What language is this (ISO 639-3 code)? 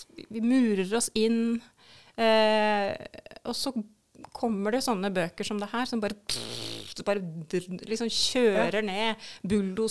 nor